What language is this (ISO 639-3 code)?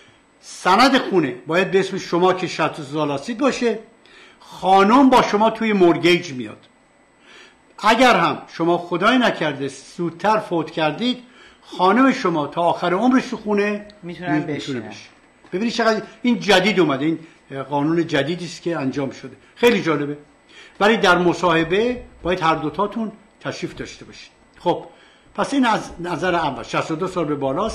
fas